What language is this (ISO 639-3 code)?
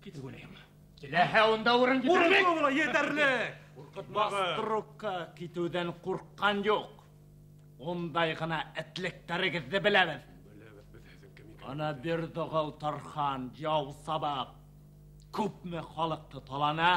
bak